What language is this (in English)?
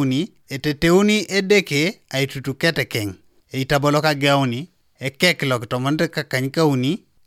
Teso